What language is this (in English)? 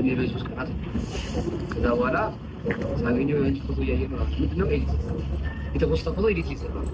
Amharic